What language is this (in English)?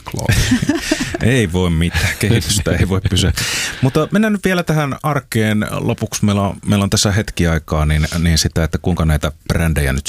Finnish